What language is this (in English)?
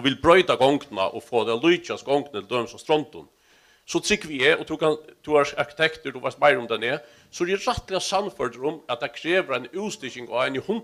Faroese